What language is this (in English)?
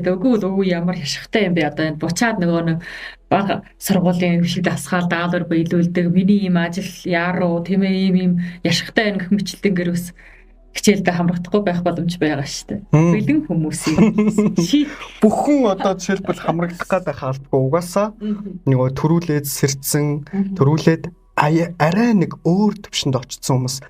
Mongolian